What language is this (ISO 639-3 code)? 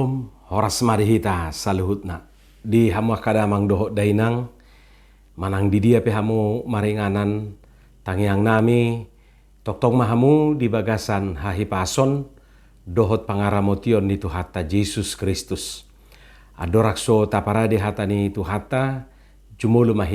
bbc